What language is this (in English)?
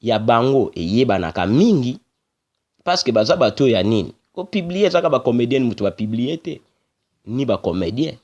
Lingala